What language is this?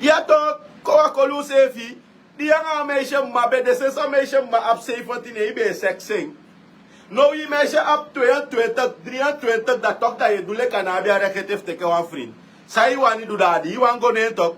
Sranan Tongo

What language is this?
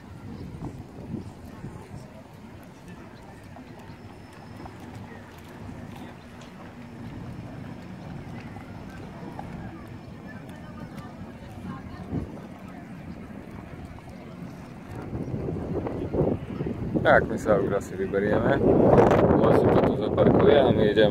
Slovak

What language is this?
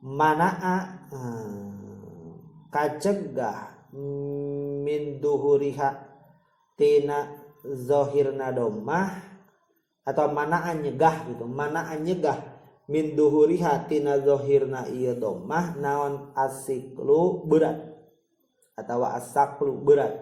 Sundanese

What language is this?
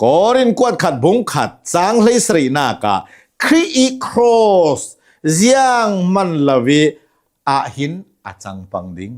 Hakha Chin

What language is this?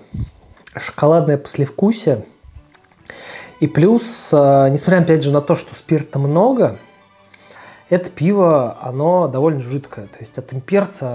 Russian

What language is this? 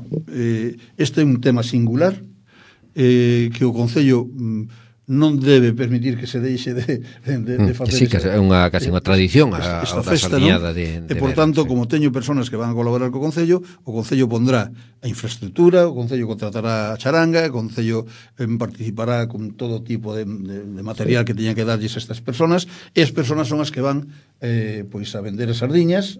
Galician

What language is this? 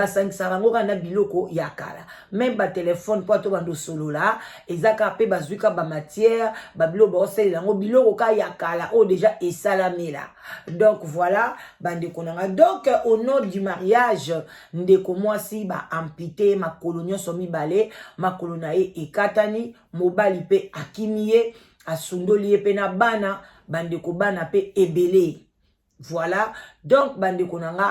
Lingala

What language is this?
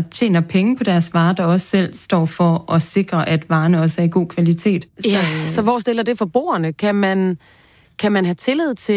Danish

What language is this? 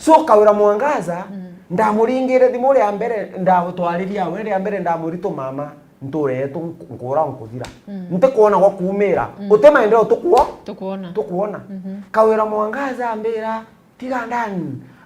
Meru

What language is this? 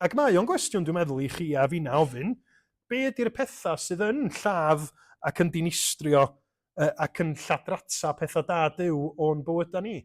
Welsh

